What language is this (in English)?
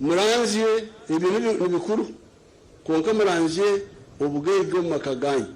Nyankole